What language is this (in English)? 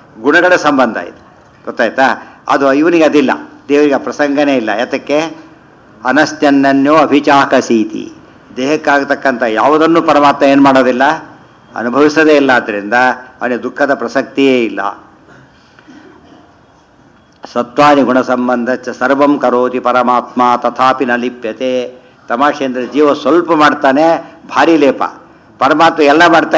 Kannada